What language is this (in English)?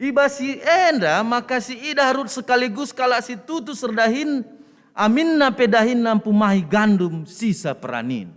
Batak Karo